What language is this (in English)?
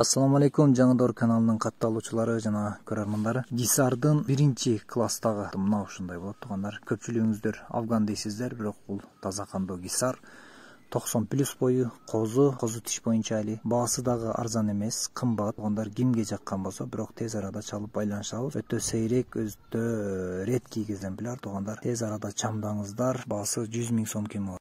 Kyrgyz